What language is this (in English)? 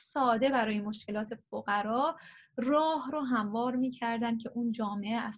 Persian